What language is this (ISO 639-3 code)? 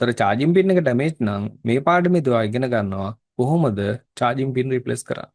sin